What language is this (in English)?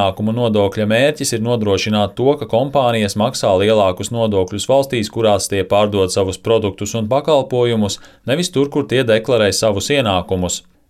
Latvian